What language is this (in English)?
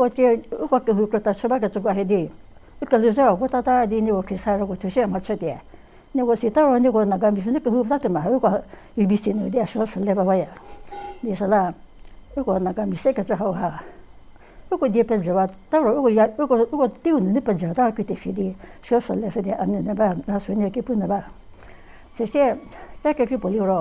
Angami Naga